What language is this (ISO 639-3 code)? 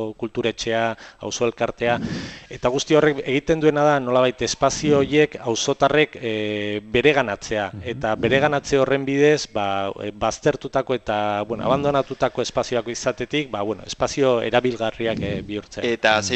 eus